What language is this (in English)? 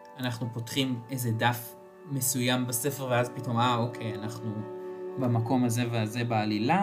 Hebrew